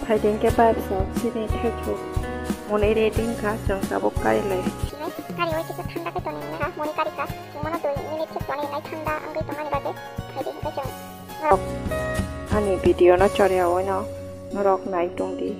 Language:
Kok Borok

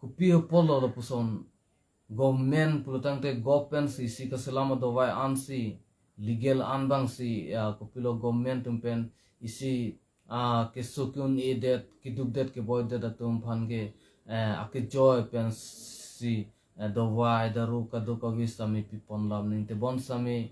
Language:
Karbi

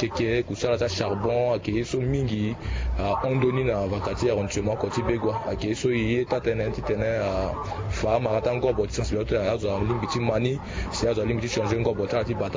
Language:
Sango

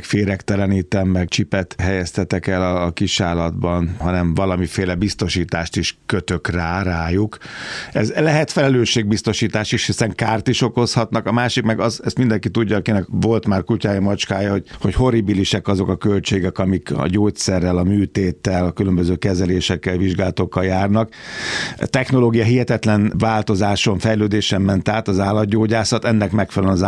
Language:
Hungarian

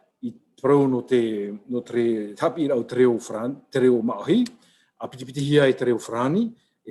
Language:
Tahitian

